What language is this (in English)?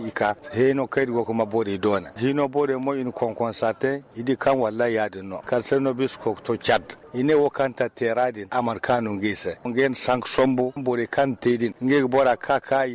Zarma